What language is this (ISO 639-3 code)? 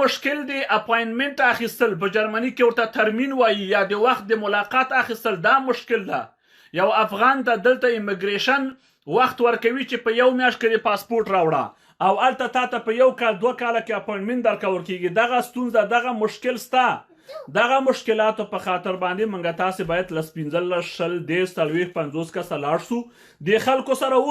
pus